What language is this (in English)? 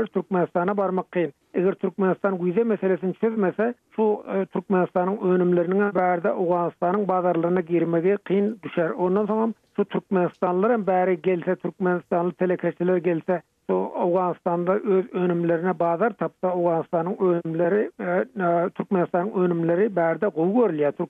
Turkmen